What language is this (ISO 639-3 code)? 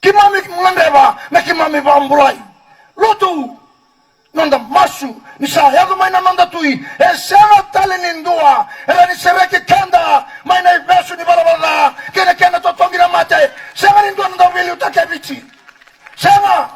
fij